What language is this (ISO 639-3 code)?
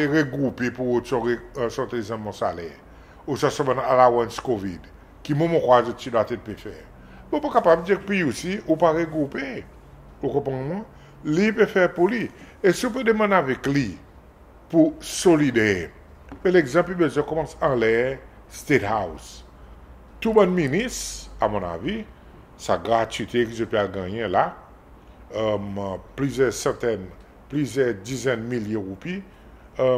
crs